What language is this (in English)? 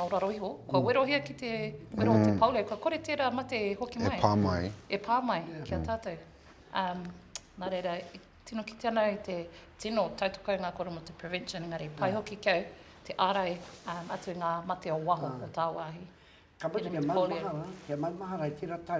Māori